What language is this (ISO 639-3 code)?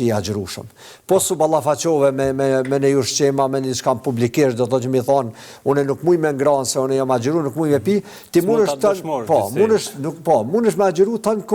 sqi